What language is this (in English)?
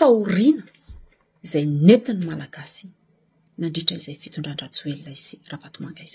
Malagasy